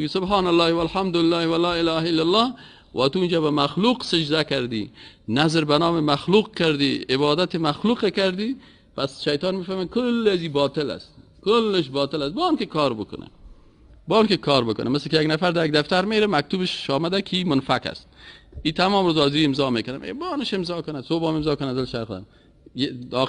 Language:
Persian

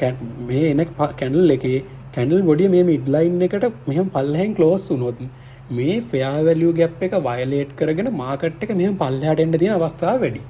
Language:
Sinhala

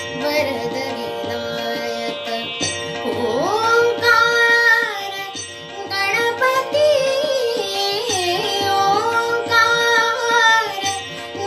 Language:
Marathi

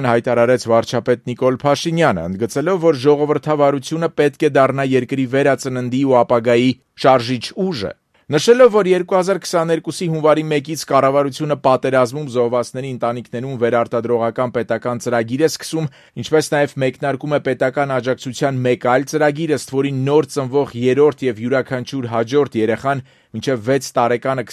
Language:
Armenian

